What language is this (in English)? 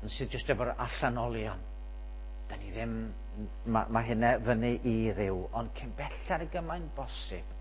Welsh